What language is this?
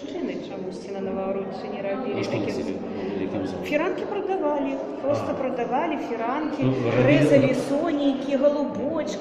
Belarusian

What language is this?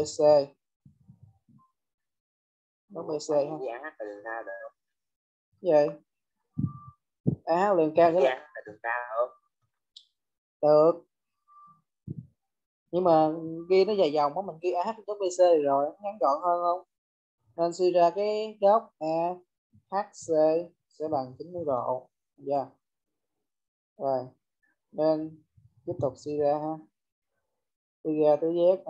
Vietnamese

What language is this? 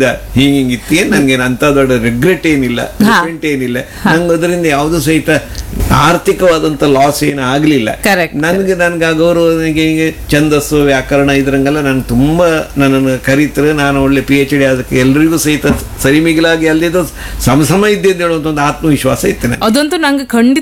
Kannada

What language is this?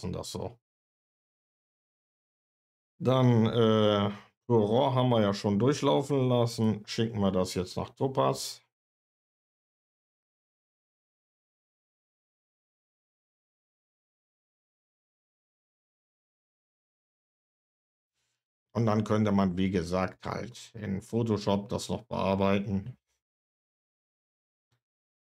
German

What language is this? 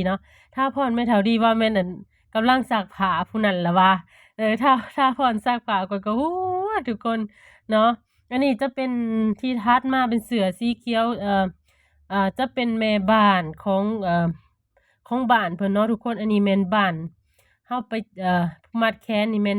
Lao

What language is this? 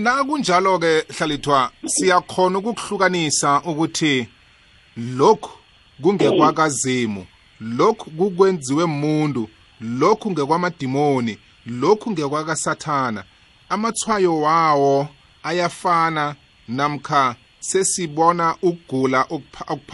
South Ndebele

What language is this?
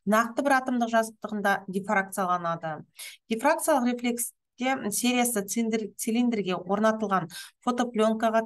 Kazakh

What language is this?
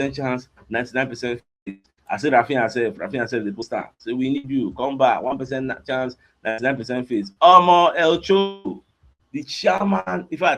Nigerian Pidgin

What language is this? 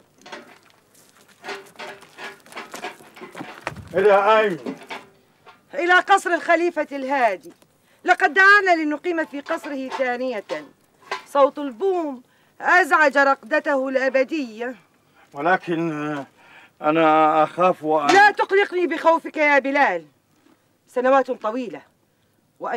Arabic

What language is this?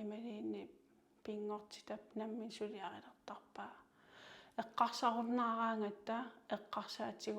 Kalaallisut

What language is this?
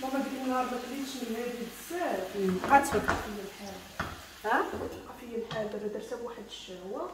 Moroccan Arabic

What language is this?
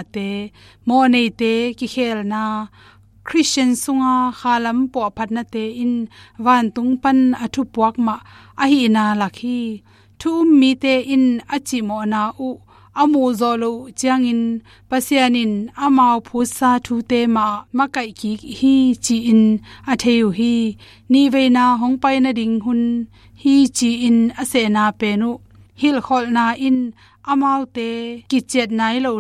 Tedim Chin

